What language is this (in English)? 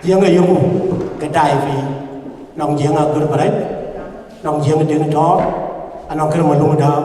Dinka